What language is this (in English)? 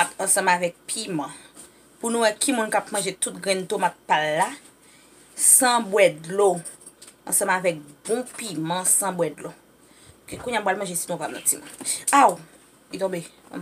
Haitian Creole